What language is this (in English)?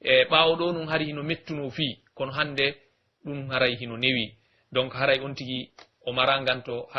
Pular